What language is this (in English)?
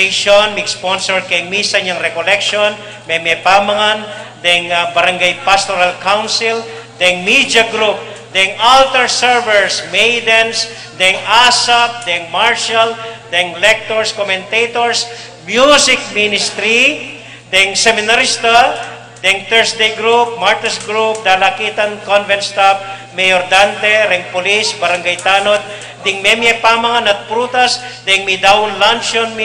Pampanga